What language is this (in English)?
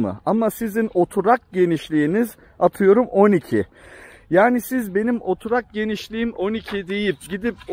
Turkish